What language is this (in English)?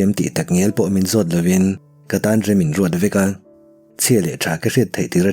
Mizo